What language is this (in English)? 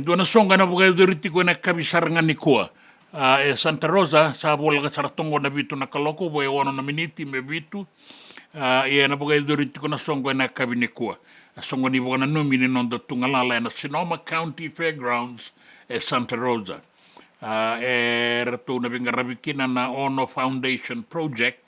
Fijian